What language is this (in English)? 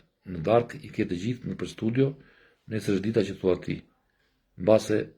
Albanian